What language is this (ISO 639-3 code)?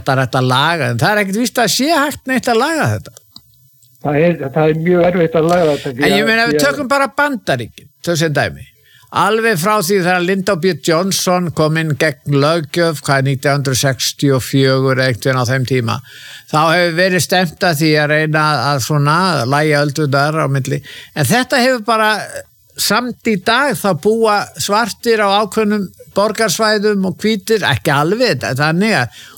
isl